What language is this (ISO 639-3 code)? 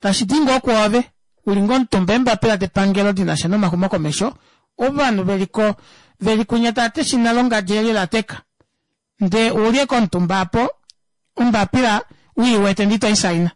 kua